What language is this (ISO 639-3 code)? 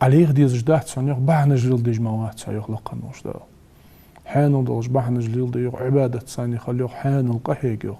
inh